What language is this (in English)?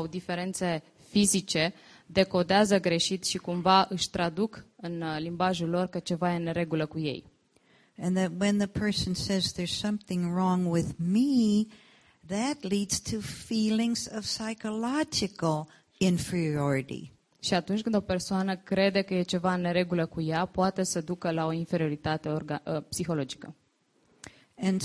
Romanian